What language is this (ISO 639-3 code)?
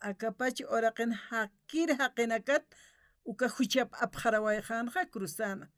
aym